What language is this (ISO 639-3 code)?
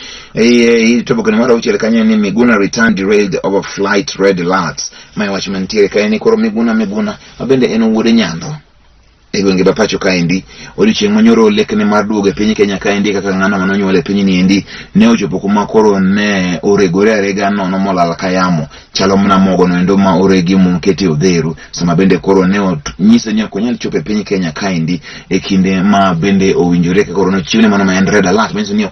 luo